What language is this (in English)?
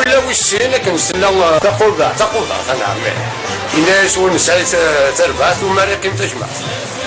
Kabyle